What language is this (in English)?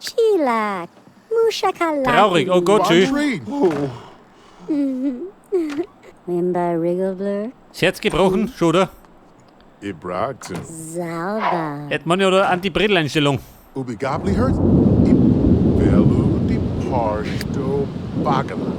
Bavarian